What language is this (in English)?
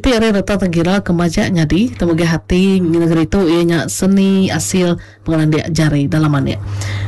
Iban